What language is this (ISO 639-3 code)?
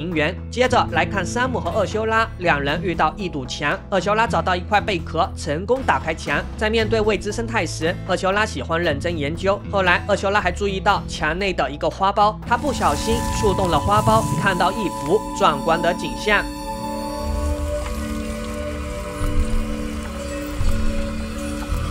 zho